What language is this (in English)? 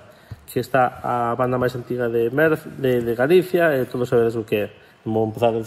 Galician